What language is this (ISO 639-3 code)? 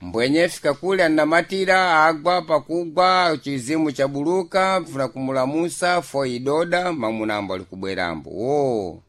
seh